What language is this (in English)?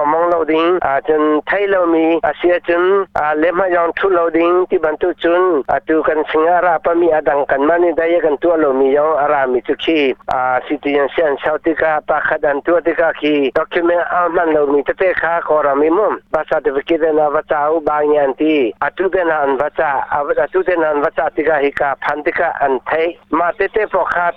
Hakha Chin